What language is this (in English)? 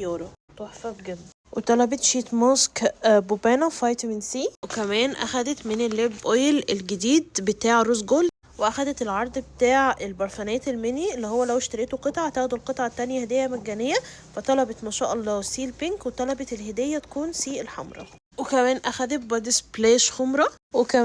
Egyptian Arabic